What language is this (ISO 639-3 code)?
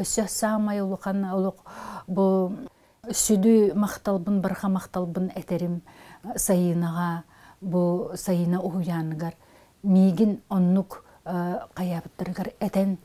sah